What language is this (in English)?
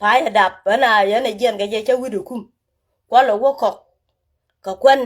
Nuer